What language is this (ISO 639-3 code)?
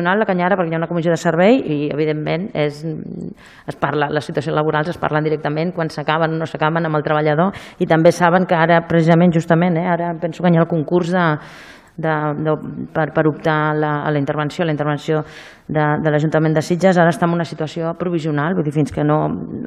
cat